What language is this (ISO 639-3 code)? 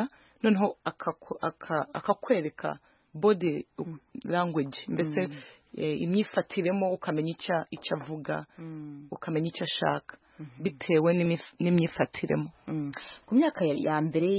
kin